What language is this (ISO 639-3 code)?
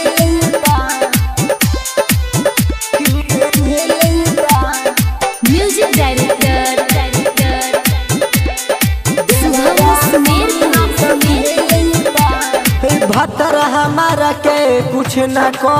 bho